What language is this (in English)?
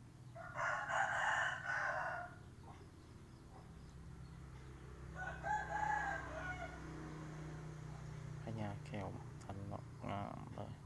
Lao